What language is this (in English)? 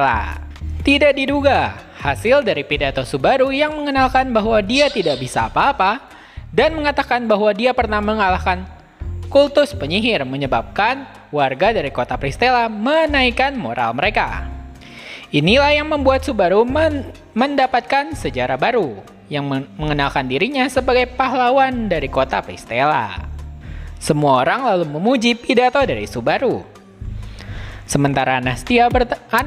Indonesian